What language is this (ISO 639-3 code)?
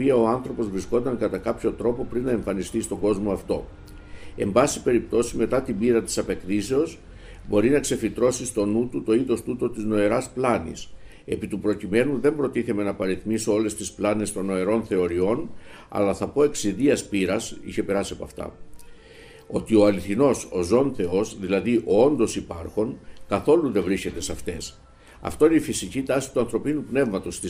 ell